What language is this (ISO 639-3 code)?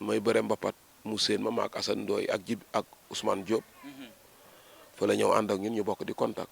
wol